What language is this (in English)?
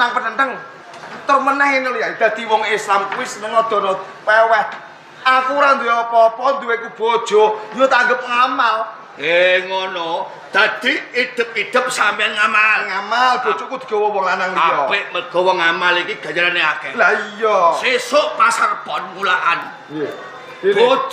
Javanese